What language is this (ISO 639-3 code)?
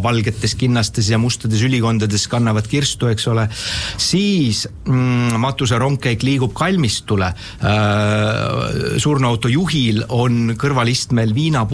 est